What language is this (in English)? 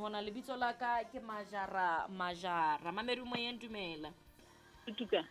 Southern Sotho